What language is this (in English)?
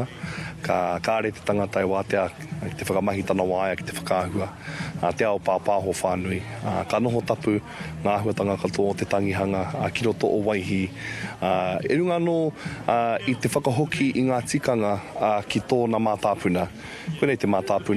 Māori